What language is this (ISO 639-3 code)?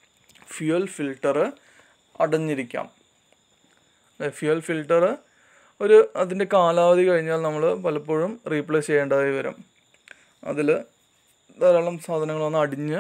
mal